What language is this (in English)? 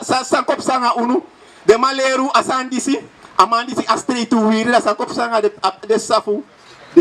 Sranan Tongo